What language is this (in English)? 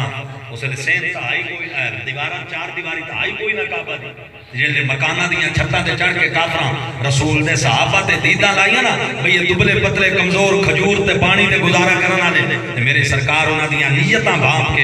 Saraiki